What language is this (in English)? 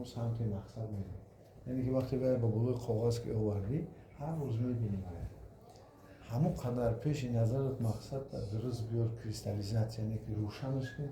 Tajik